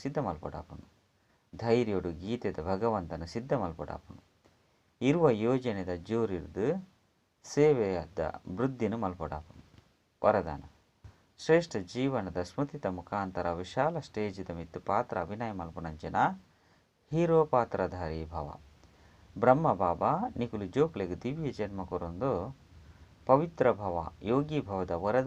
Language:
Tulu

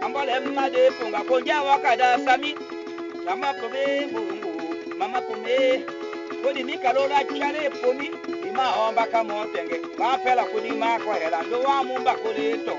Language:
Tetela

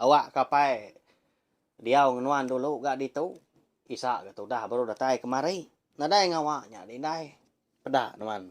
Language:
Iban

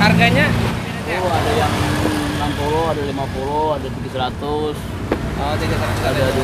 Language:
Banjar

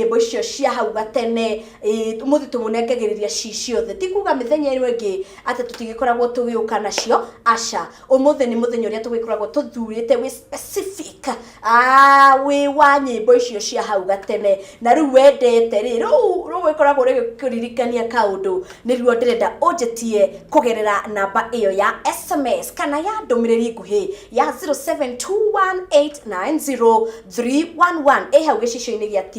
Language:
Kikuyu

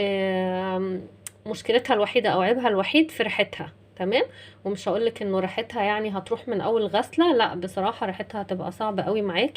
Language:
Egyptian Arabic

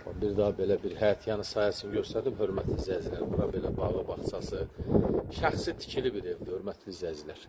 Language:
Azerbaijani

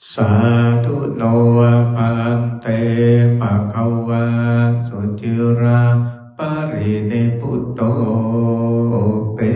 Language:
Pali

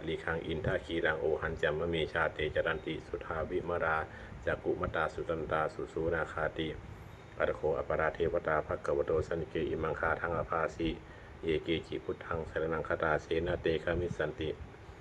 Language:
Pali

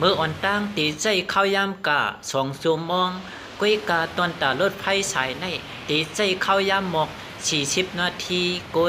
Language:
Shan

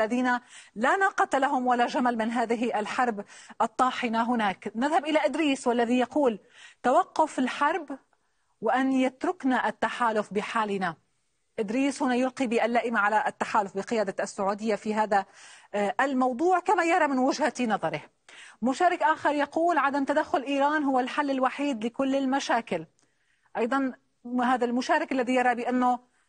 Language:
Arabic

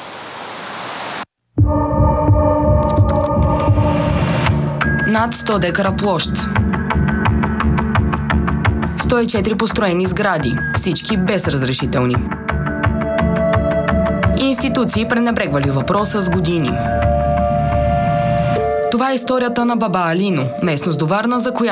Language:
Bulgarian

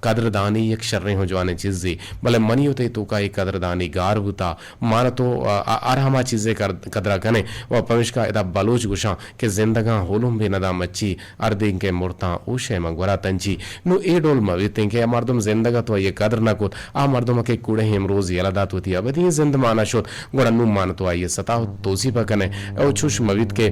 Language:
Eastern Balochi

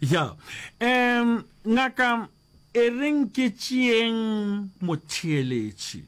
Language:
Northern Sotho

